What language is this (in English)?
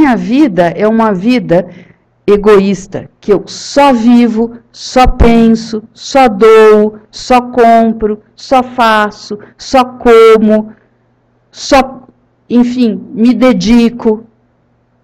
Portuguese